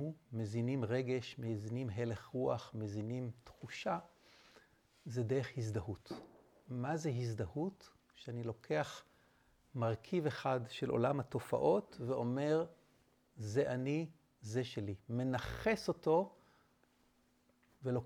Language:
Hebrew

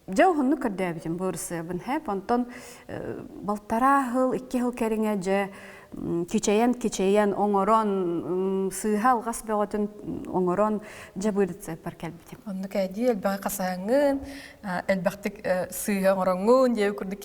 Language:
Yakut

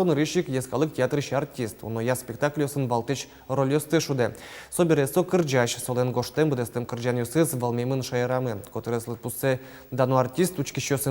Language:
Udmurt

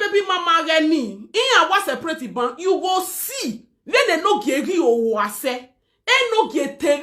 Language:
Nigerian Pidgin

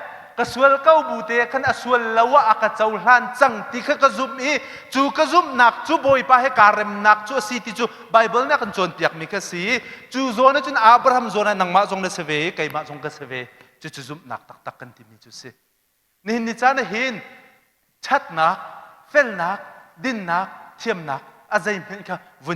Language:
Hakha Chin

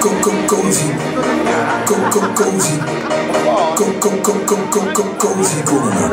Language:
Limburgish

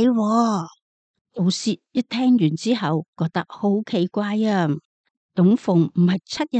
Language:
Cantonese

